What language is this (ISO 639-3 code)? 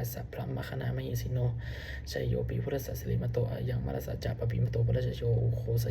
pli